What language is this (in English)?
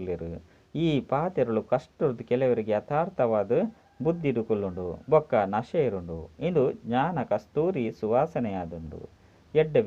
Tulu